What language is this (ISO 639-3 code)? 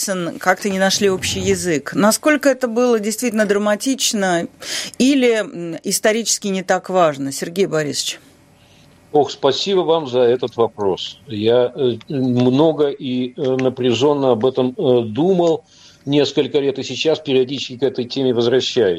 rus